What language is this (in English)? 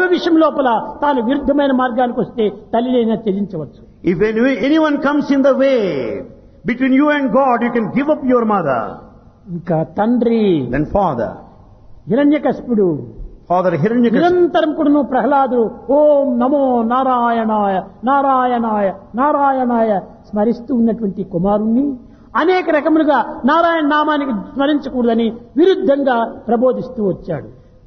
Telugu